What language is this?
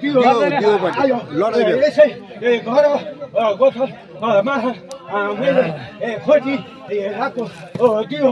Nepali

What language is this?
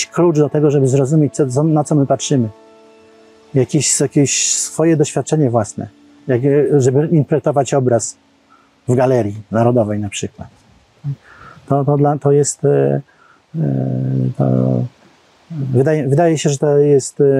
Polish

